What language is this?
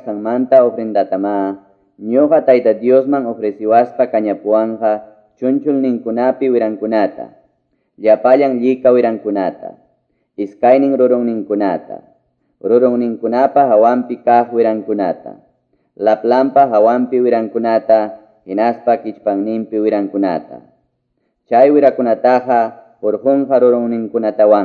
Quechua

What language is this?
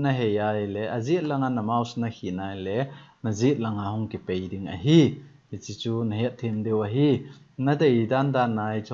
Thado Chin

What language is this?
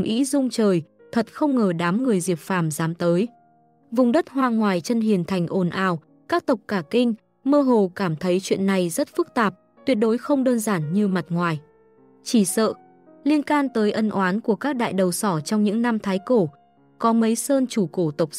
Vietnamese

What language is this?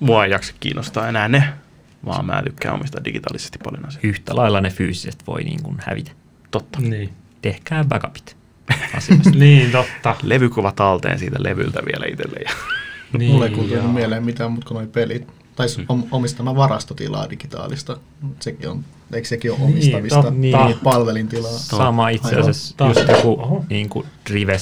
Finnish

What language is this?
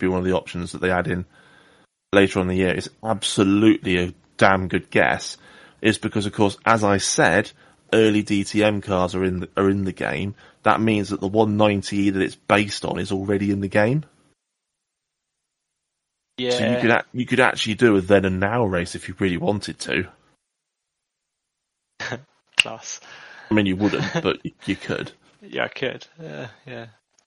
English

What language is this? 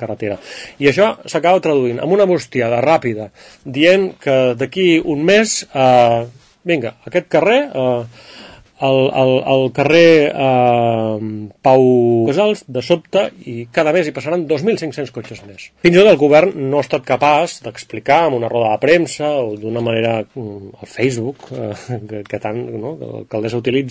Catalan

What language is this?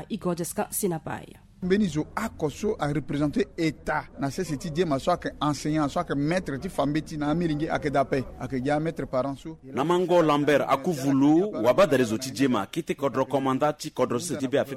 Sango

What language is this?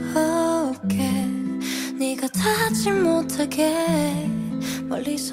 Korean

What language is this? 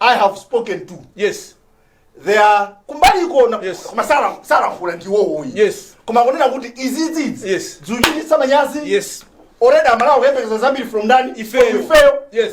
Nyanja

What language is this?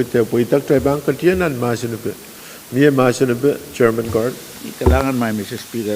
Pohnpeian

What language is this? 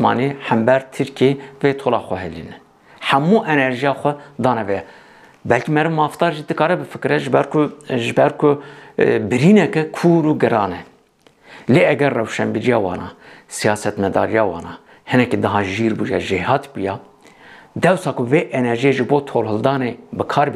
Kurdish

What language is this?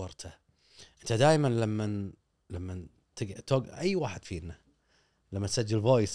Gulf Arabic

